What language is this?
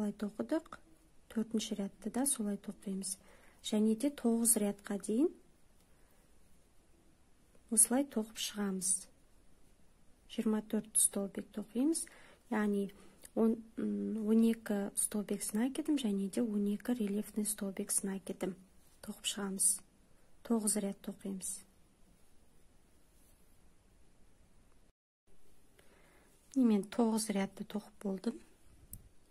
Kazakh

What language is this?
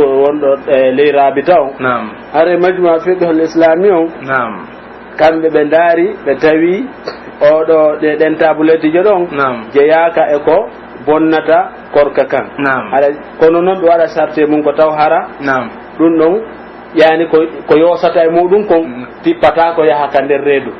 Pular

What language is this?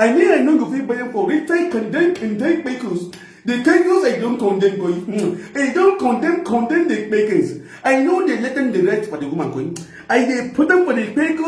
Nigerian Pidgin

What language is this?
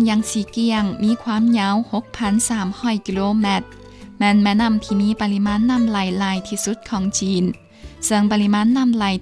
Lao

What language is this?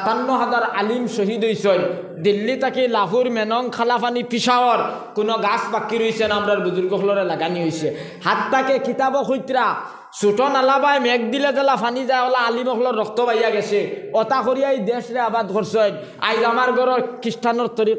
Sylheti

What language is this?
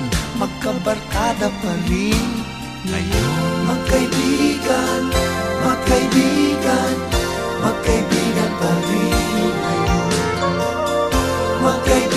Filipino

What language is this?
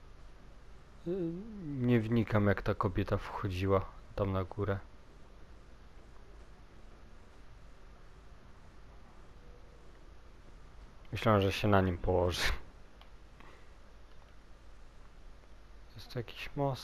Polish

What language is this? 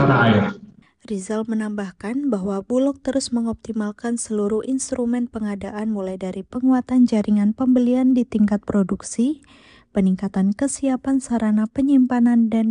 Indonesian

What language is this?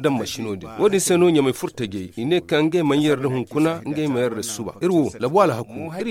Zarma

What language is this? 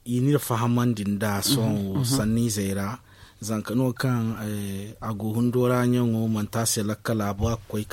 Zarma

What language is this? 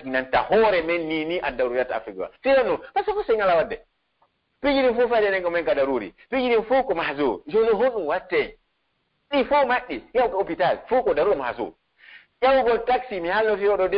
Pular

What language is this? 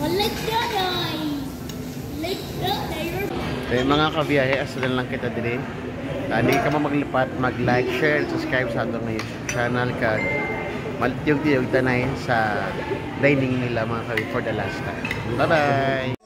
Hiligaynon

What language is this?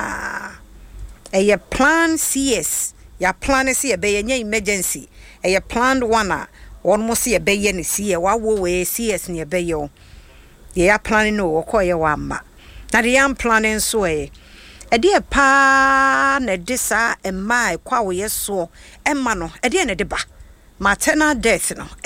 Akan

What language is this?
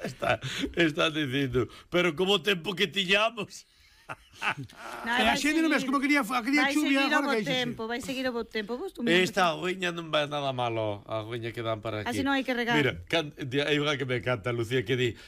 Galician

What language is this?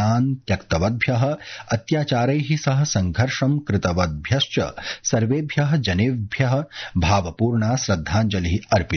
Sanskrit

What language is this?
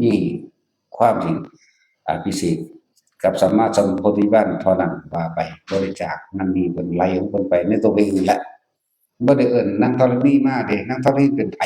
Northeastern Thai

